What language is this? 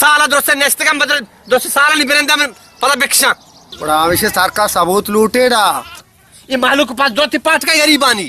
Baluchi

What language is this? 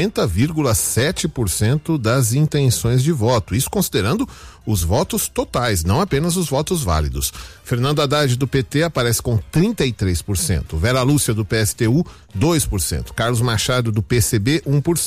Portuguese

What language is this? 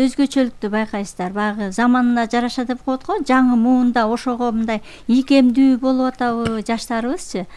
Kyrgyz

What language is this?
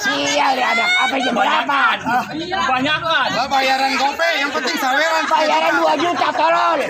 Betawi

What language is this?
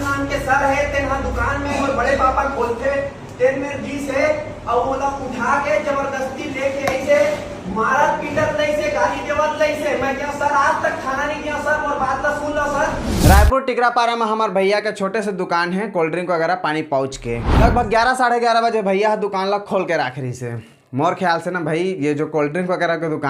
Chhattisgarhi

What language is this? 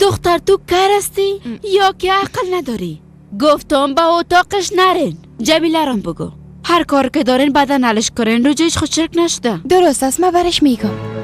Persian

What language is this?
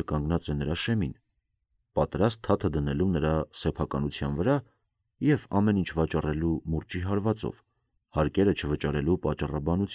Armenian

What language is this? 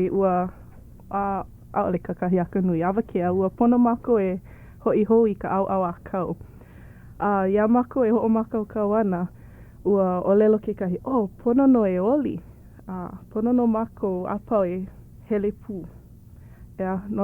Hawaiian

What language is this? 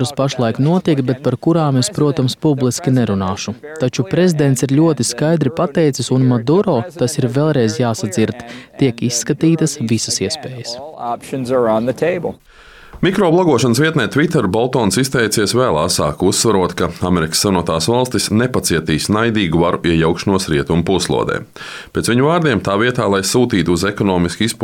Latvian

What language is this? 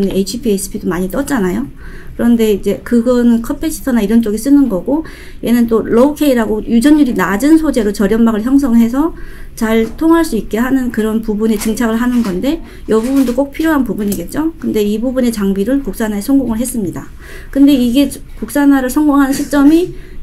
Korean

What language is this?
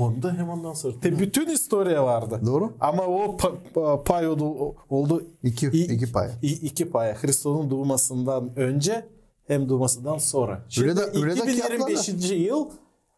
Gagauz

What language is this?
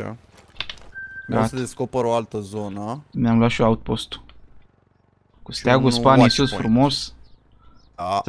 Romanian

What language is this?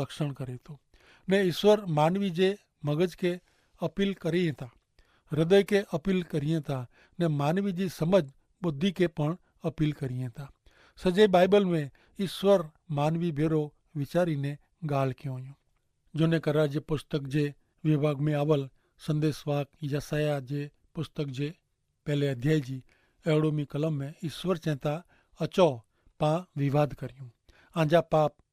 Kachhi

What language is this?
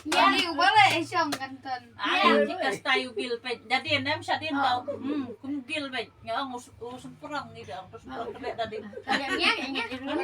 Khasi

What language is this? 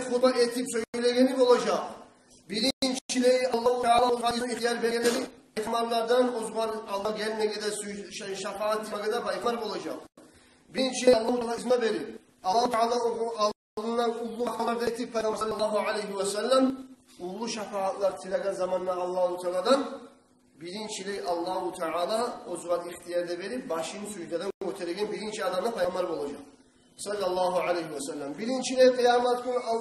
Kumyk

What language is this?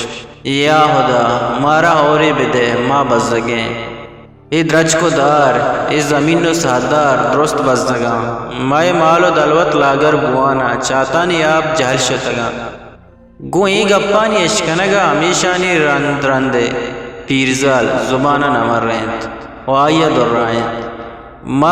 Eastern Balochi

